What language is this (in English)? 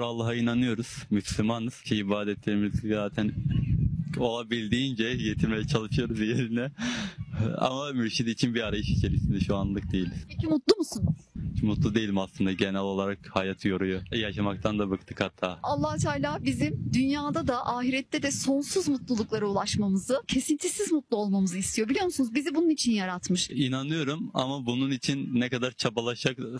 Turkish